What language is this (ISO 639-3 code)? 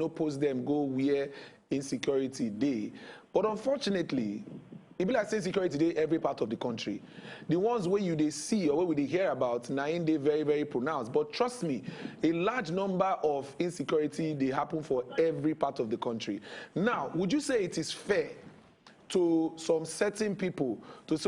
pcm